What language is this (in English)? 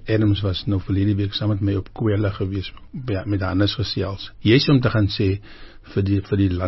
Afrikaans